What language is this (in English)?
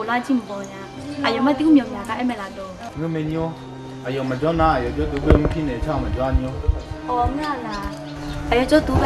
Akha